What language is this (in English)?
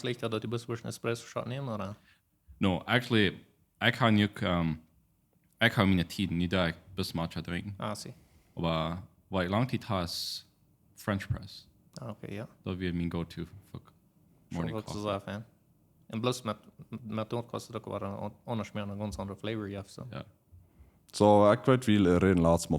Plautdietsch